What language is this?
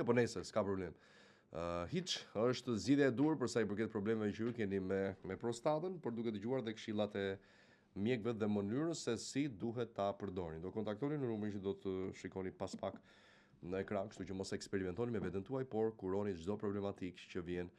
Albanian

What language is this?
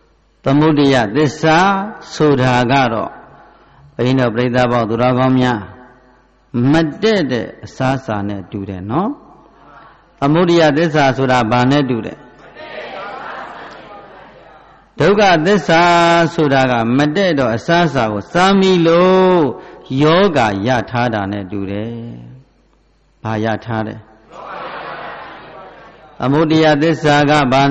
Burmese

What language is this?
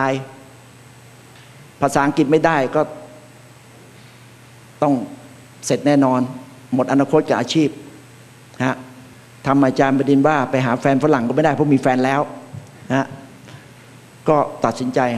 Thai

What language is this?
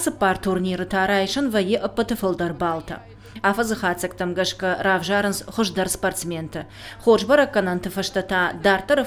Ossetic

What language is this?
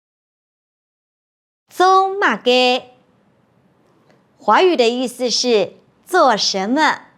Hakka Chinese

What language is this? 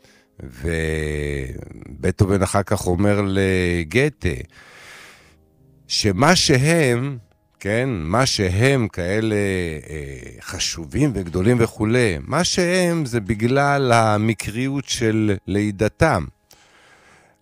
Hebrew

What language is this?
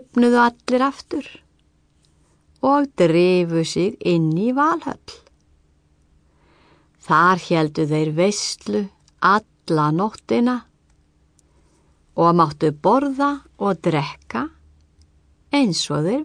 Icelandic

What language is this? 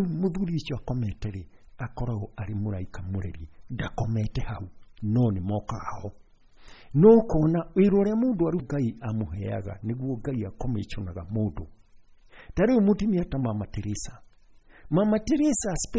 Kikuyu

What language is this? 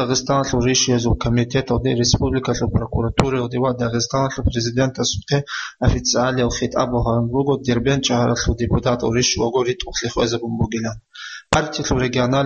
Avaric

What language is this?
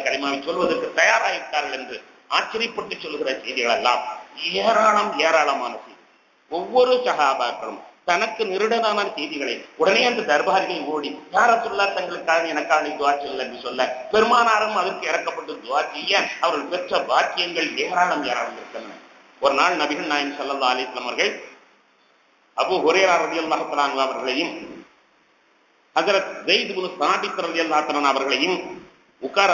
Tamil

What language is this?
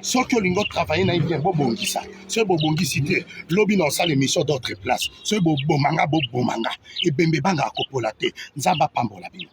Lingala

